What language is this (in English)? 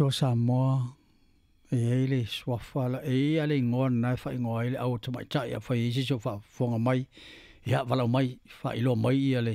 Samoan